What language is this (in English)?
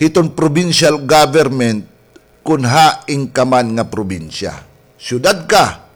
Waray